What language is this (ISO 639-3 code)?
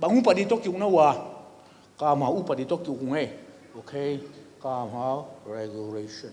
ctd